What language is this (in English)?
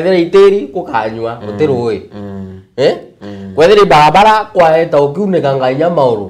Meru